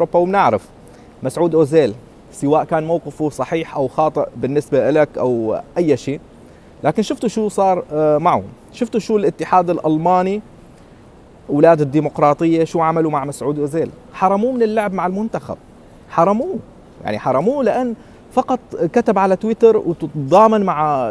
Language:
North Levantine Arabic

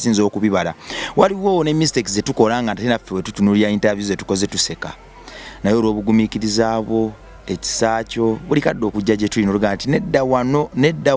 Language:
Ganda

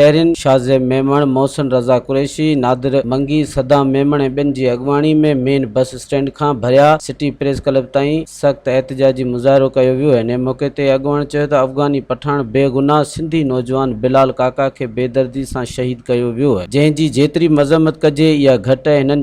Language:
Sindhi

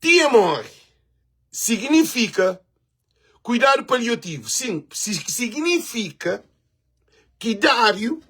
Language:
Kabuverdianu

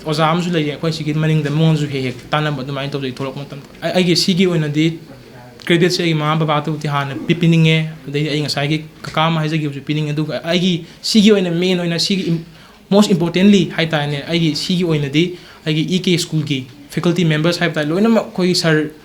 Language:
Manipuri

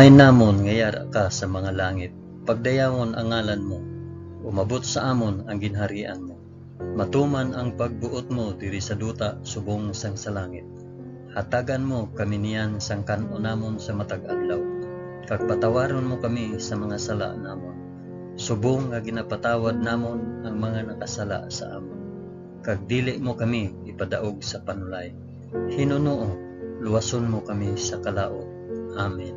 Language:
Hiligaynon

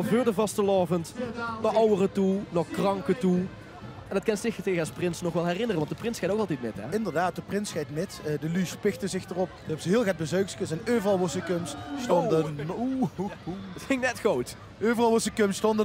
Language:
Limburgish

